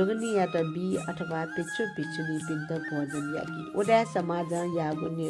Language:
Newari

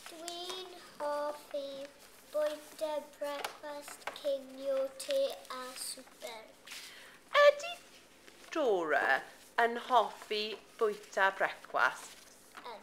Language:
Welsh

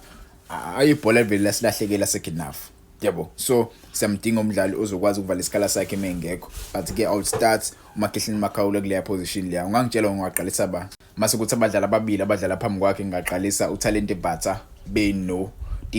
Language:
Zulu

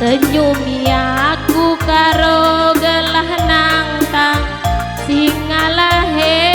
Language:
Batak Karo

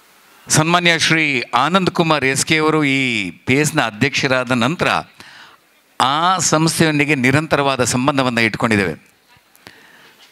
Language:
Kannada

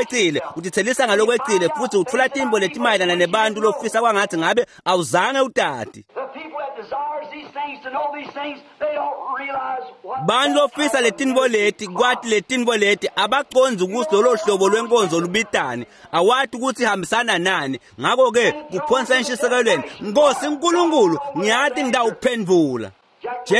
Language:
Swati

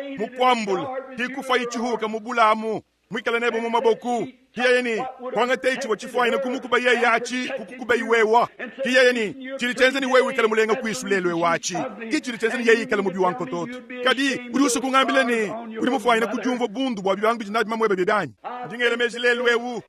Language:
Luba-Lulua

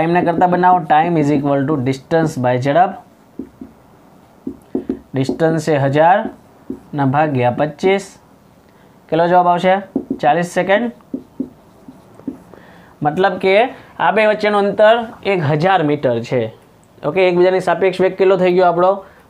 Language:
Gujarati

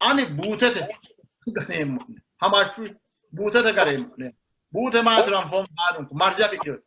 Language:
Sidamo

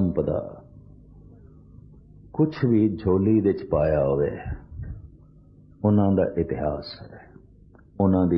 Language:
Punjabi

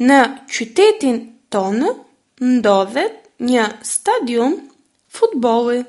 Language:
Albanian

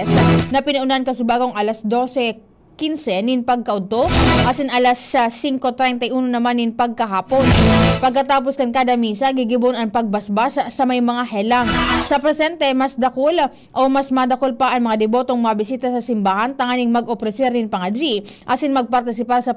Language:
Bikol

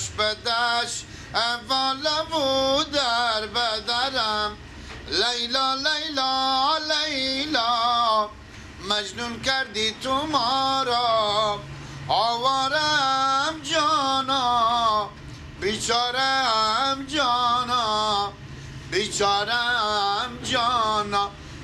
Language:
Persian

